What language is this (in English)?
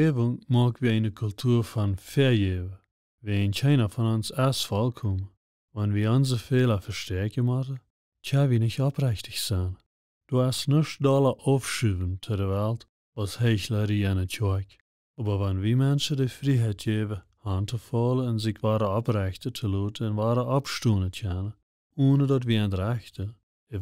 Plautdietsch